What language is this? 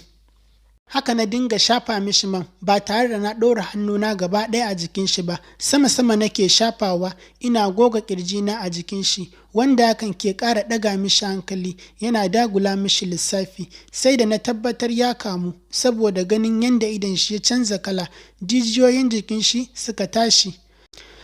Hausa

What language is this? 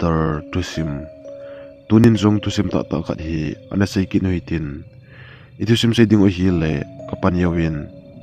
Thado Chin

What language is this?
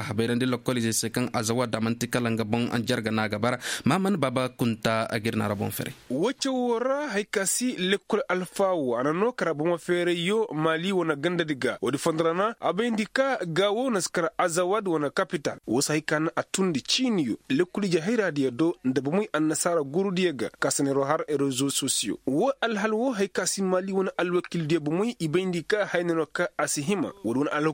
Koyraboro Senni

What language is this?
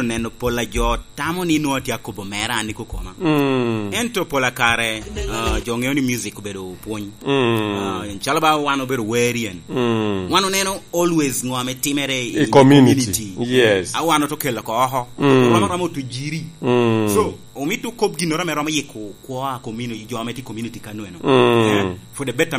Lango (Uganda)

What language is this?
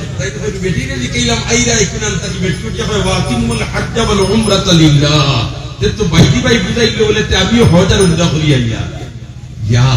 Sylheti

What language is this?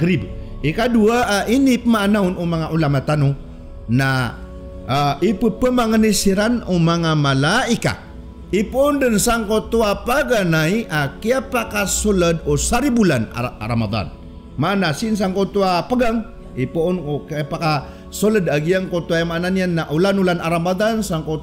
Maranao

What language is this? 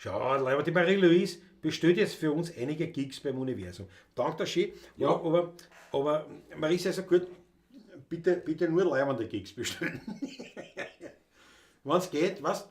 Bavarian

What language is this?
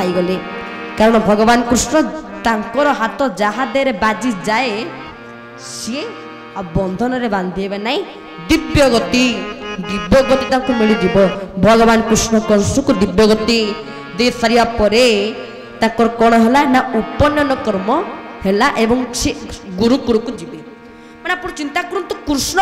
Odia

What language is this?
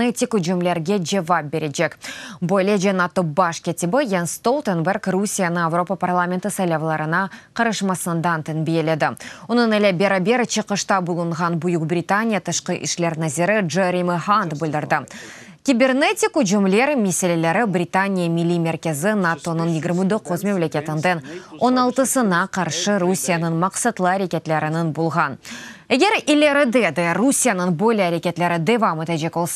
Crimean Tatar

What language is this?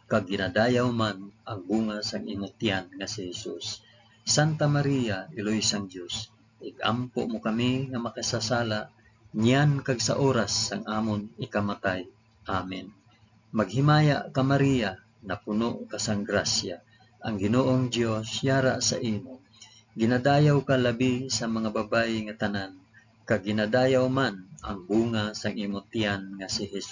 Hiligaynon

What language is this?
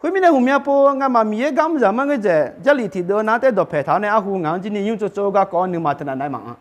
Akha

